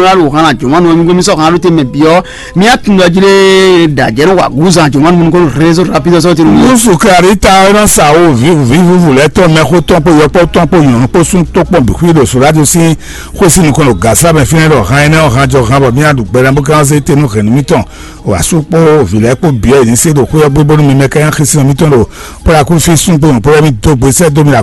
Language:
Fon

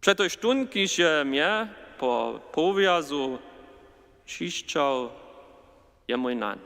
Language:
Upper Sorbian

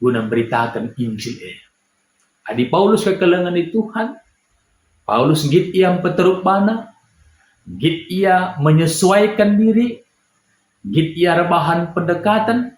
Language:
Batak Karo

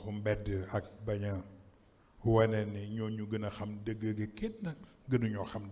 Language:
Wolof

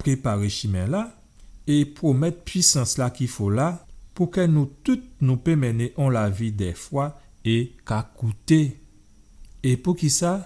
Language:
Guadeloupean Creole French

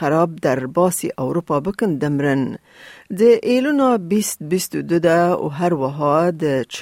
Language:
Kurdish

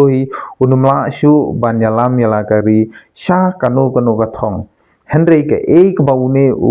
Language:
Khasi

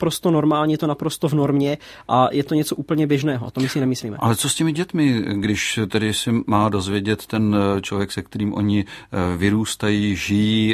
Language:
Czech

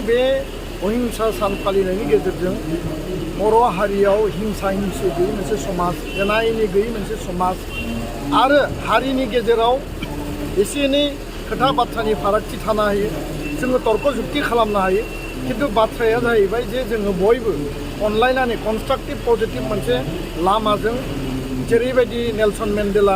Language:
Bodo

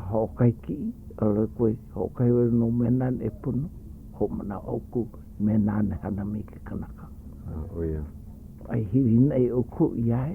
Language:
Hawaiian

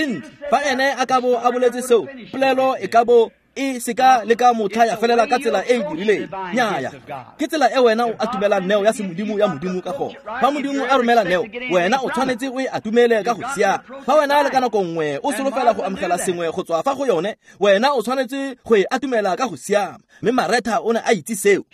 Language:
Tswana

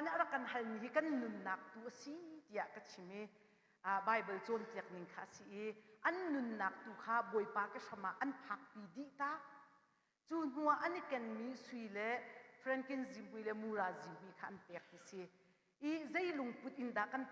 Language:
Hakha Chin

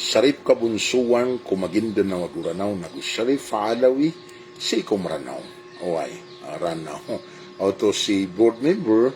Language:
Maranao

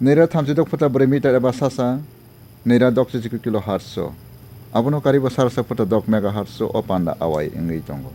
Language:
Kok Borok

